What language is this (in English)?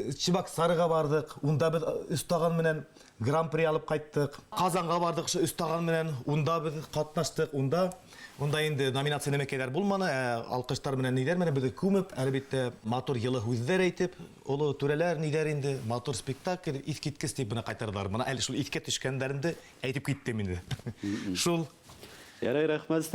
Bashkir